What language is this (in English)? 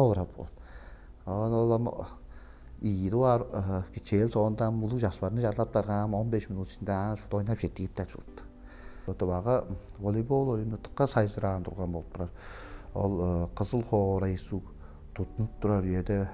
Tuvinian